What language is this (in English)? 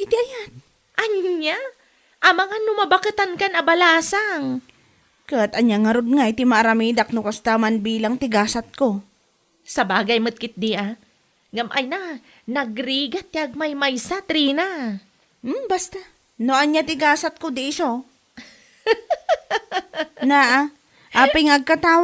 Iloko